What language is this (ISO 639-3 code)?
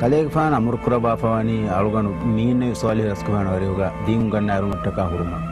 div